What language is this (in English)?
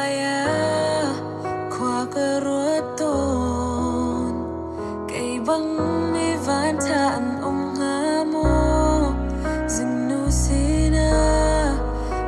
Hakha Chin